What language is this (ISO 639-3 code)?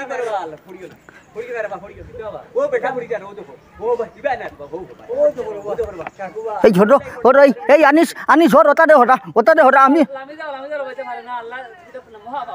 syl